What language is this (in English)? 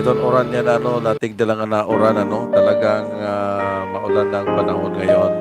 Waray